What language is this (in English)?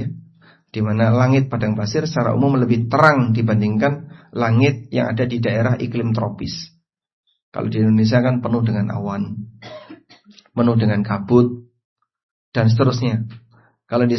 Indonesian